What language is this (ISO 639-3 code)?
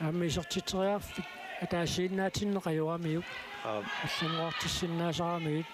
kal